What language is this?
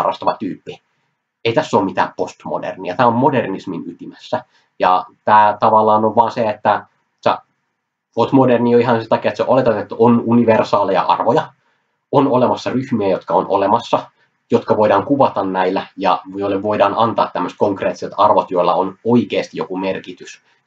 Finnish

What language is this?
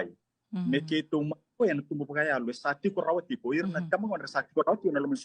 Fijian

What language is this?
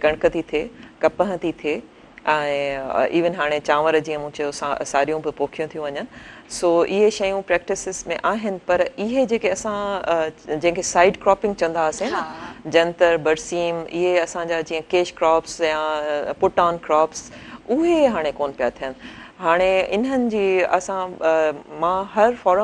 Sindhi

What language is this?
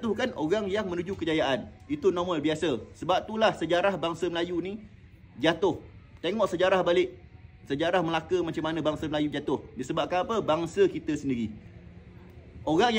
Malay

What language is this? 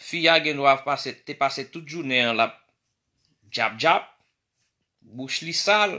Haitian Creole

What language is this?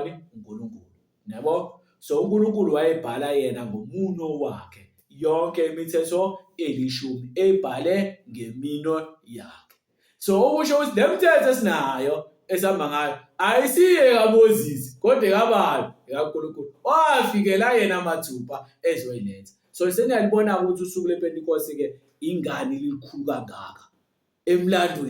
Zulu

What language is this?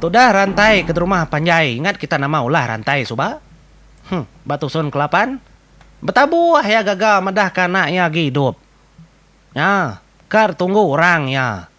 Iban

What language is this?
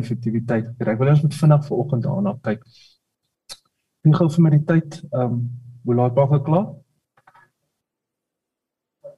Afrikaans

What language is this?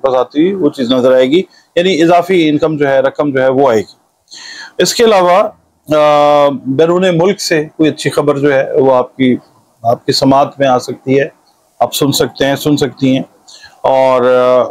Urdu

